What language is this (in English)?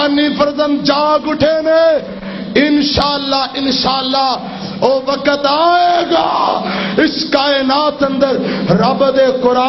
Western Panjabi